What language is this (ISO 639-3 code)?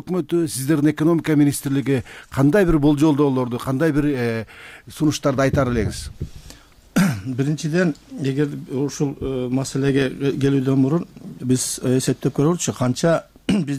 kir